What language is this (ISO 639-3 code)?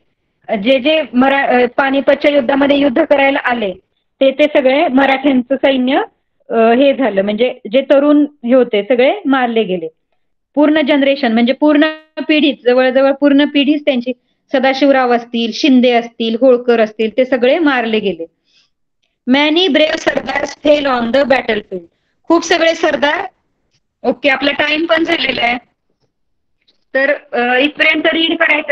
mar